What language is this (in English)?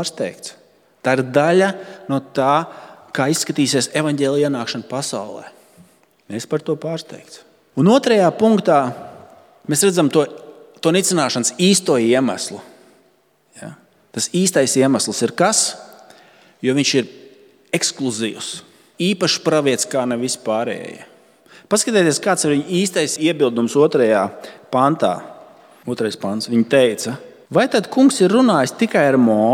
Latvian